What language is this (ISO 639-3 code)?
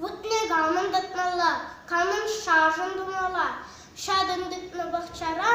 chv